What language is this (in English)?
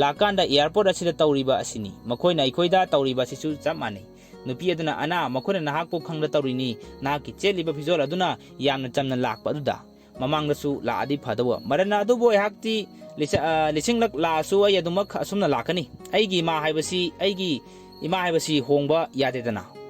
Manipuri